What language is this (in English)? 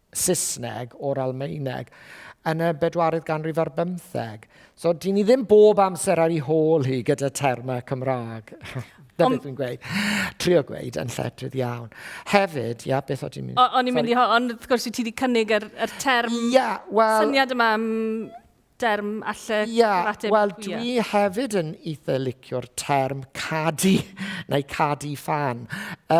Welsh